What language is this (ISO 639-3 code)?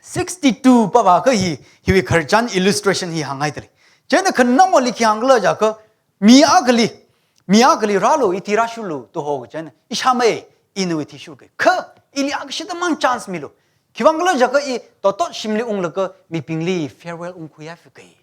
nmf